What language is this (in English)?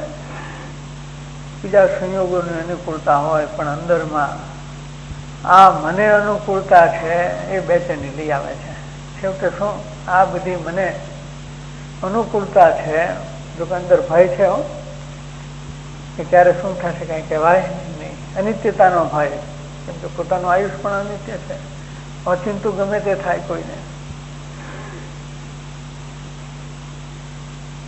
Gujarati